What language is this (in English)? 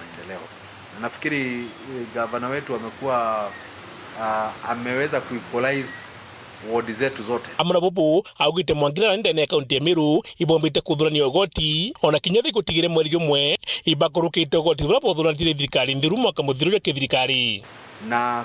Meru